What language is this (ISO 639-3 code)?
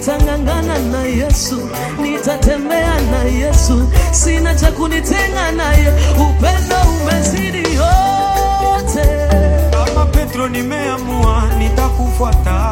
swa